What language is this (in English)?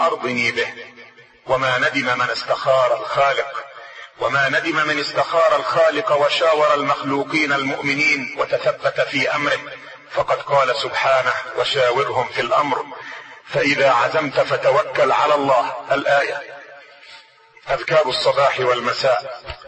Arabic